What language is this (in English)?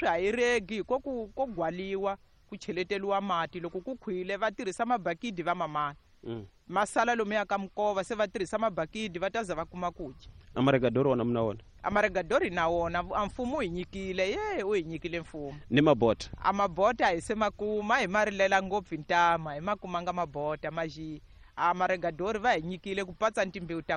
Tsonga